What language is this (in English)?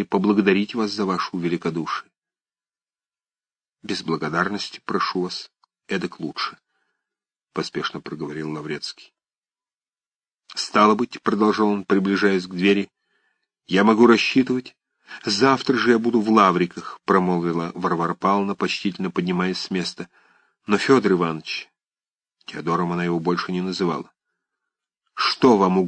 Russian